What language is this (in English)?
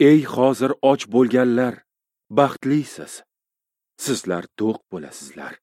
Uzbek